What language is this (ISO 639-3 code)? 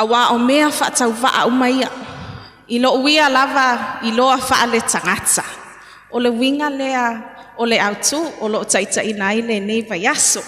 smo